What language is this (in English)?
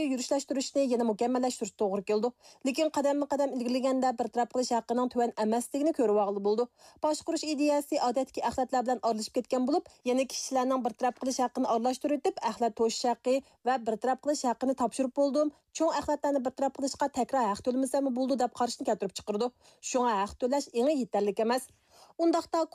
Uyghur